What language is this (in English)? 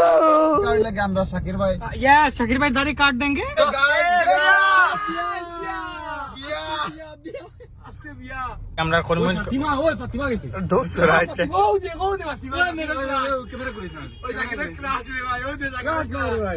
Sylheti